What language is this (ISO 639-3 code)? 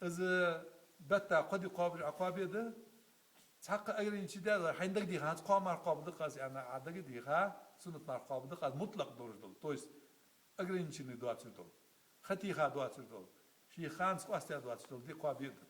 inh